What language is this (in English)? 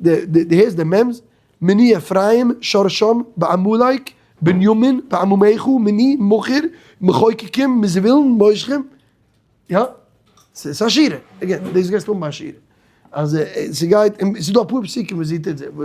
Yiddish